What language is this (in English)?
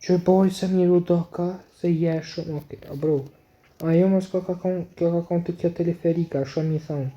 Albanian